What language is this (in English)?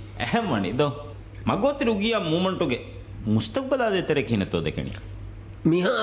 Divehi